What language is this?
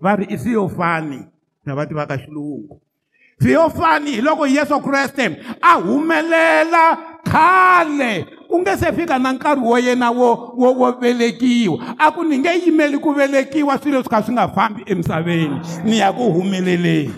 Tsonga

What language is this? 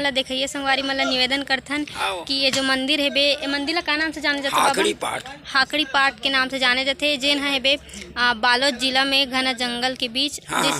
Chhattisgarhi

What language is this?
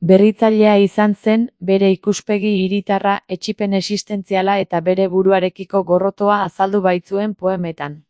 Basque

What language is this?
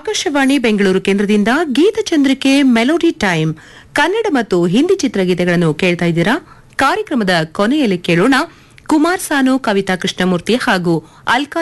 Kannada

